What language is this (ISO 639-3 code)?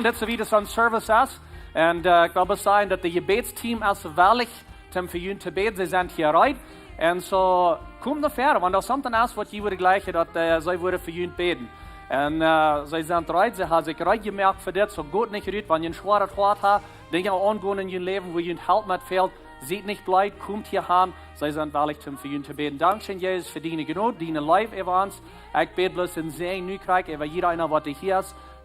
pdt